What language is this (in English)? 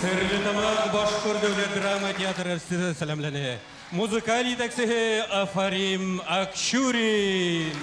Bashkir